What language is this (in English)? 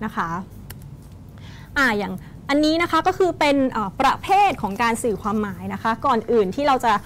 Thai